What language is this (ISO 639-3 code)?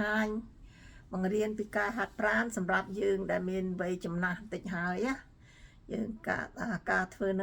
khm